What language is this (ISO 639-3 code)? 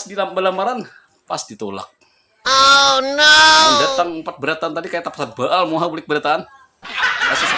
bjn